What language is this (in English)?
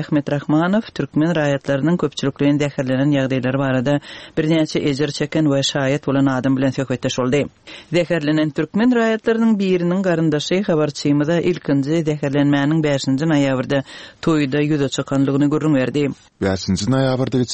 Turkmen